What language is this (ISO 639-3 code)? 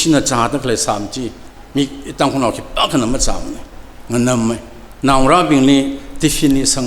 nmf